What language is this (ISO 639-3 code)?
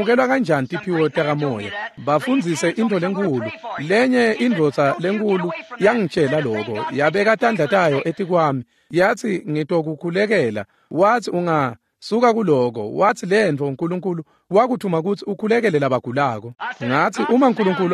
ssw